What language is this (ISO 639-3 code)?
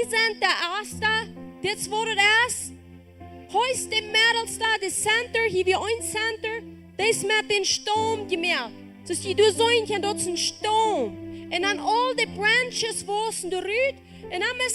pdt